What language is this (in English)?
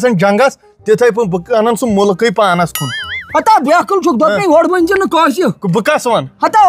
Kashmiri